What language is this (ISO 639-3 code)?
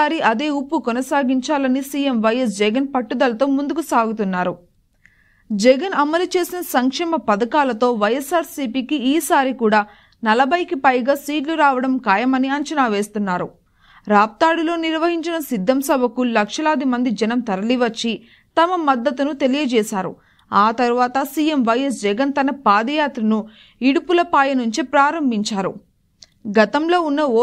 tel